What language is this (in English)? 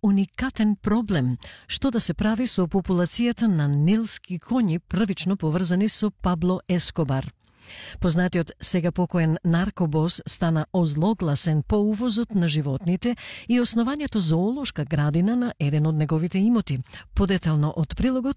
Macedonian